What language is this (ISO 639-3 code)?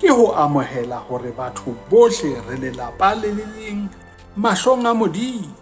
sot